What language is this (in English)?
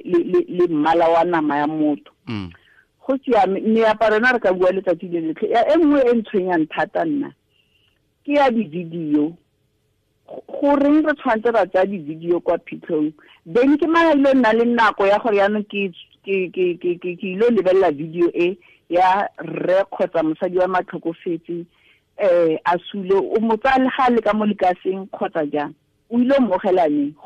Tswana